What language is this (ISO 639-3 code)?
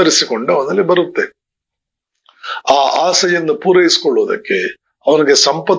kan